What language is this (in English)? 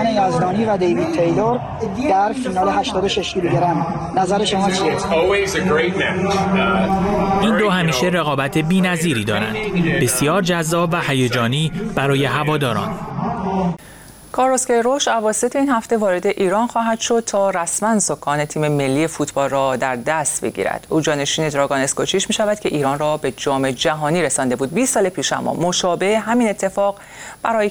Persian